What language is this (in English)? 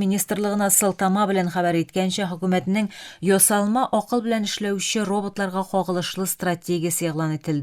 Tatar